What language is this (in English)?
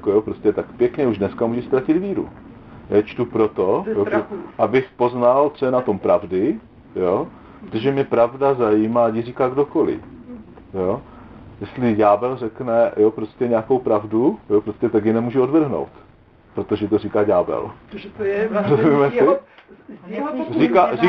Czech